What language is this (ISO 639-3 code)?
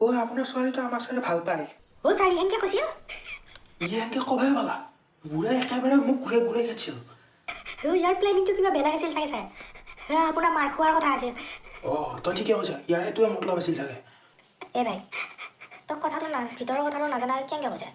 asm